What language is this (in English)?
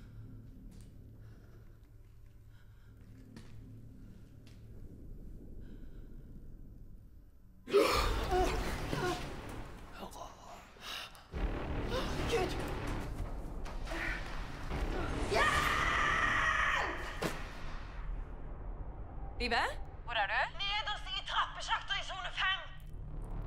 Norwegian